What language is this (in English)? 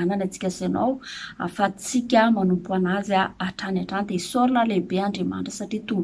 Malagasy